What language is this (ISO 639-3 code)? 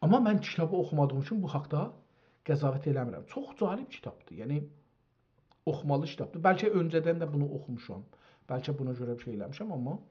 azb